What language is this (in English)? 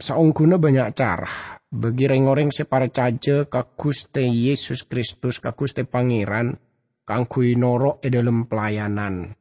Madurese